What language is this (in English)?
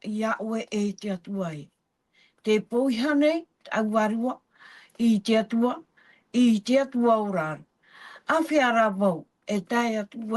Tahitian